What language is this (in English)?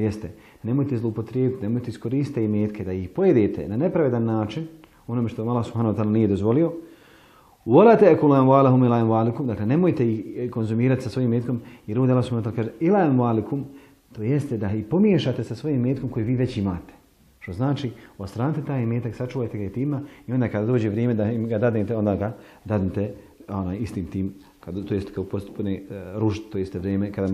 Bosnian